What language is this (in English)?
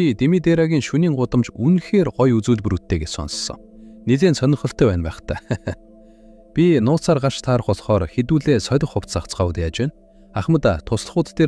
Mongolian